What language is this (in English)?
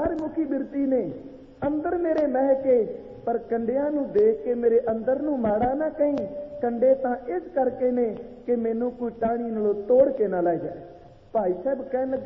Punjabi